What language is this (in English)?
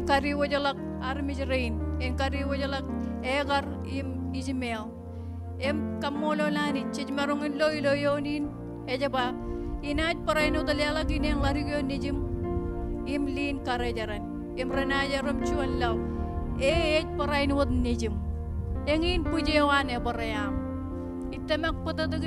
Marshallese